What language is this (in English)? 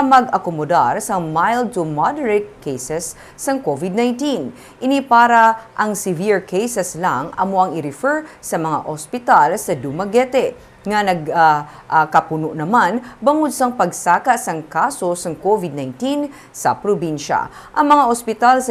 Hiligaynon